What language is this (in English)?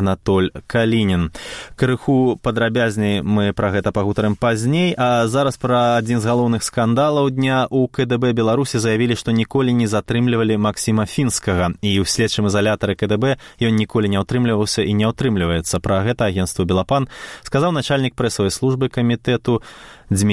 Belarusian